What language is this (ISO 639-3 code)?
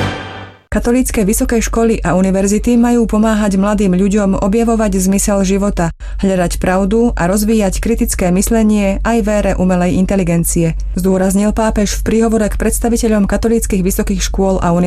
slk